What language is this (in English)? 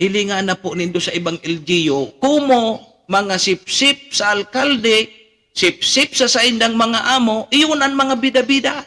Bikol